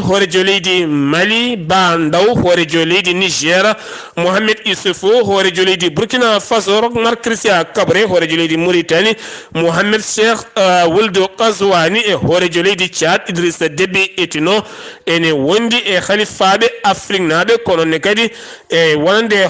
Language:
Fula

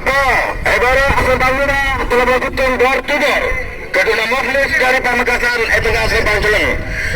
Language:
Madurese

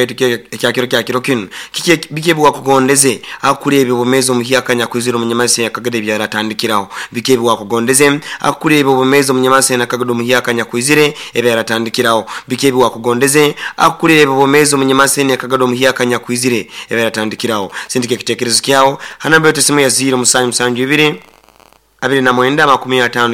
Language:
Nyoro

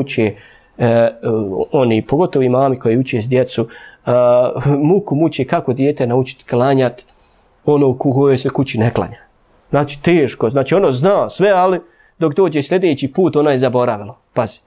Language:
Bosnian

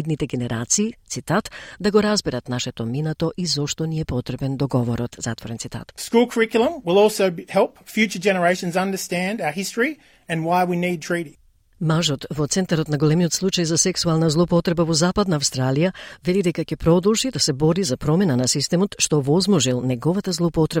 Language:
Macedonian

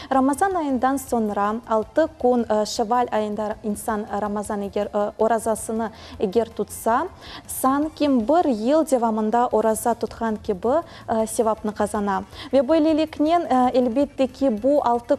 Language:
Crimean Tatar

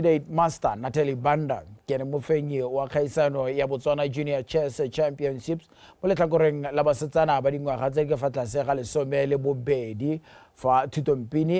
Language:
Tswana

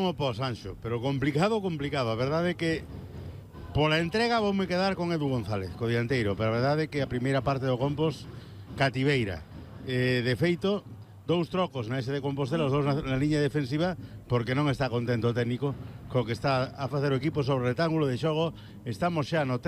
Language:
Galician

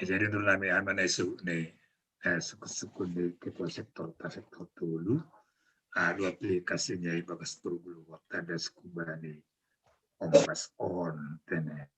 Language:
Batak Simalungun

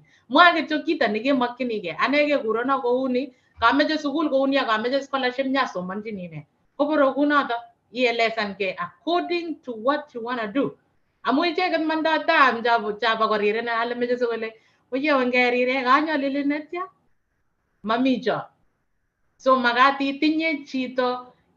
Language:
Kalenjin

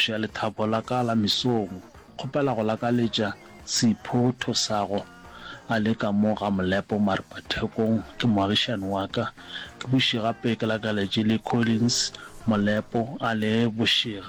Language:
Northern Sotho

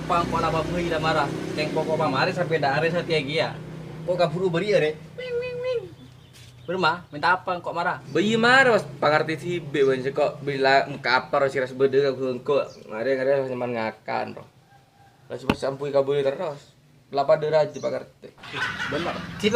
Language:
Madurese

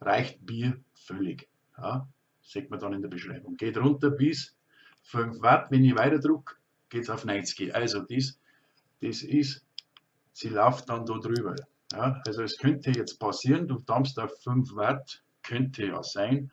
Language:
Bavarian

